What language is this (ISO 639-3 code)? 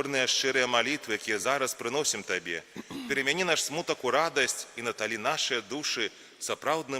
bel